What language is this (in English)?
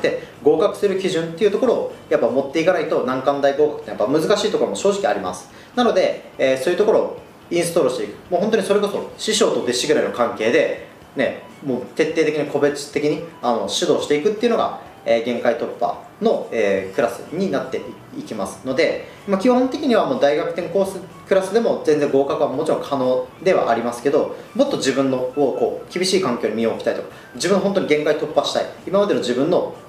Japanese